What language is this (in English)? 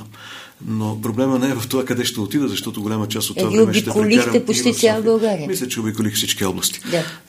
Bulgarian